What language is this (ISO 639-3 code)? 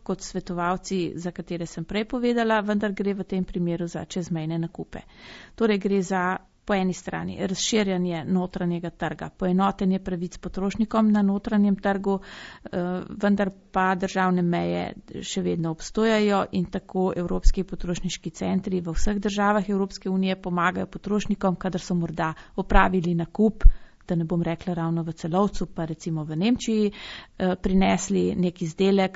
slv